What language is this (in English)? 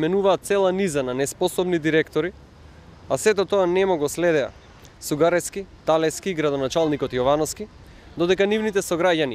Macedonian